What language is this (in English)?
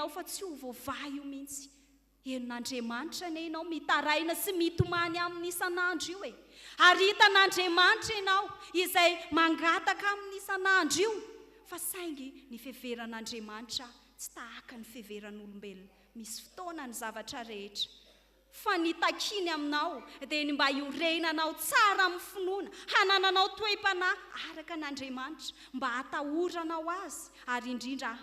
Malagasy